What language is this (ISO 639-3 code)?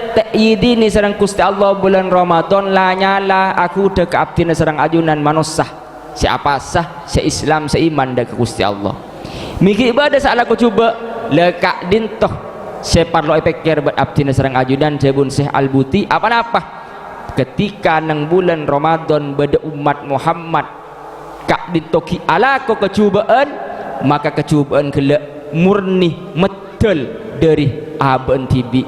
mad